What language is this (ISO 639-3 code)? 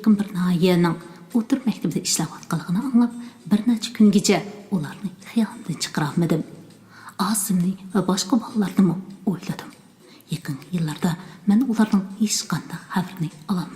uig